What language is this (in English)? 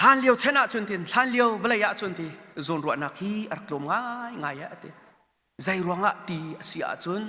Hakha Chin